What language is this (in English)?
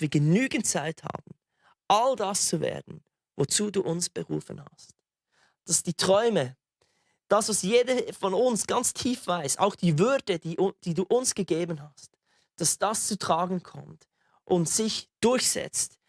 Swiss German